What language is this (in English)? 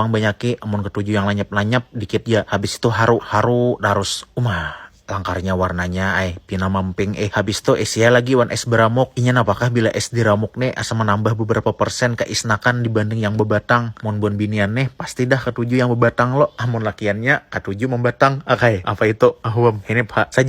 Banjar